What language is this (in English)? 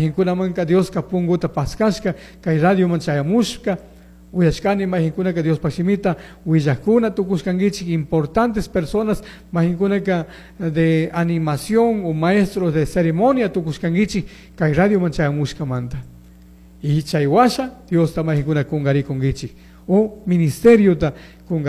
Chimborazo Highland Quichua